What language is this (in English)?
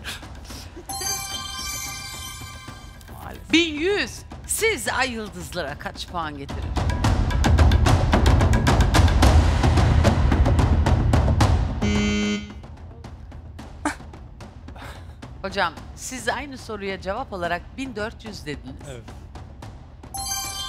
Turkish